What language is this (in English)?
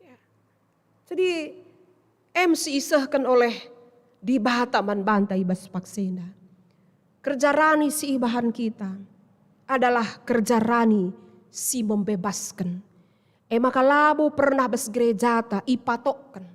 Batak Karo